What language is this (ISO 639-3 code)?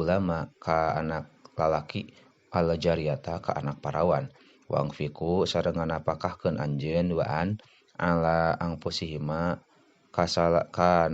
sun